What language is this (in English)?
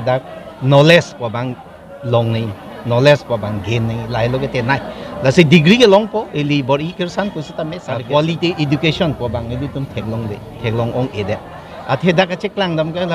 Karbi